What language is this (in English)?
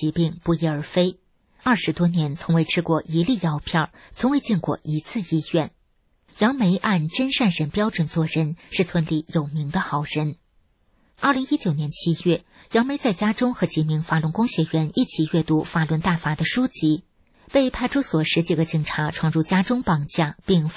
Chinese